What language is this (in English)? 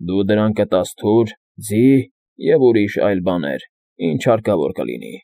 Armenian